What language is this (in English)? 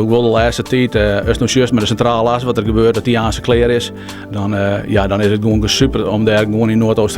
Western Frisian